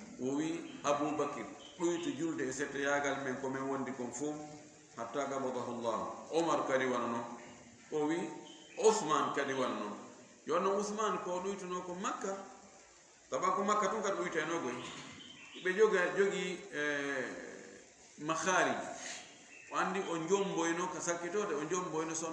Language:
Fula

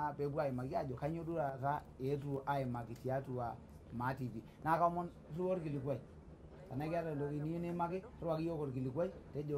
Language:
Masai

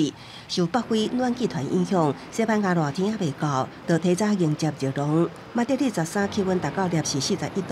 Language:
Min Nan Chinese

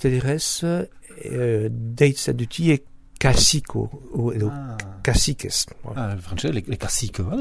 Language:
Basque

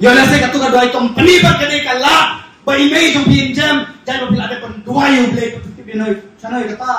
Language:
Khasi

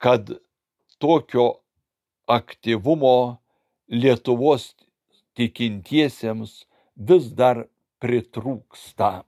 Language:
Lithuanian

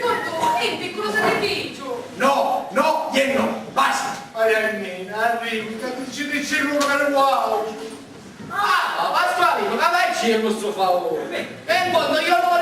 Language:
Sicilian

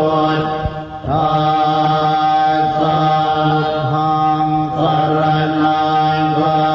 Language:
Pali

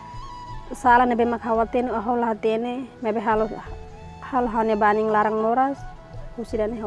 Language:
Tetum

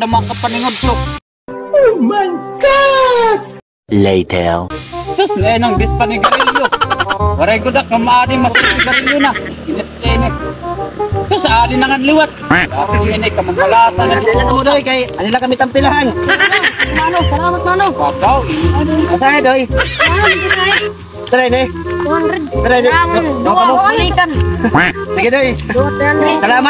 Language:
Waray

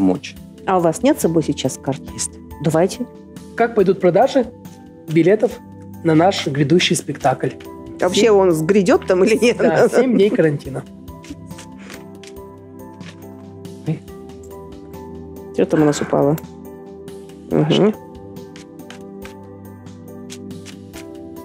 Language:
Russian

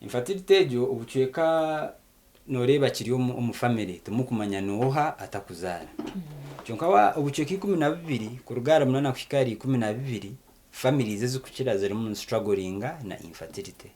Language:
Nyankole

